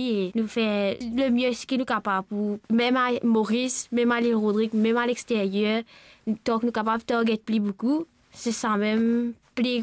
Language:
Morisyen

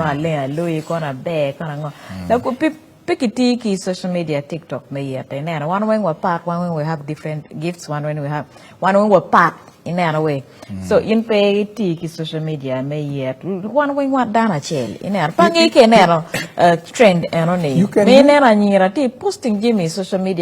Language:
Acoli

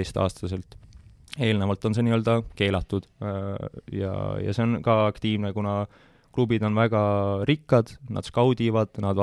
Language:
Estonian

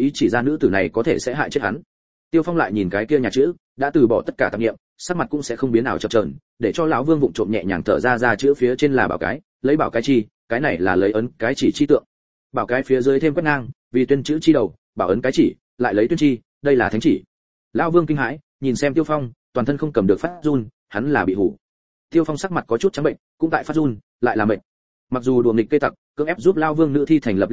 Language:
Vietnamese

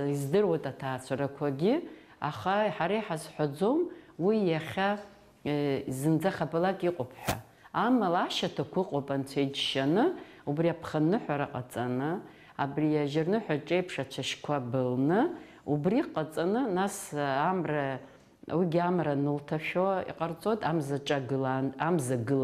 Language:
Abkhazian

